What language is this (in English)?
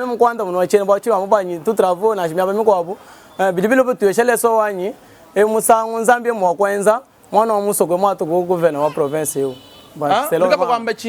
Luba-Lulua